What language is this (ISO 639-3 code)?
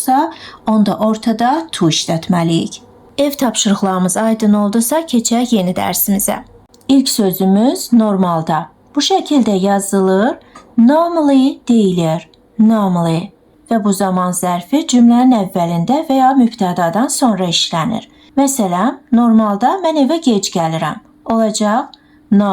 aze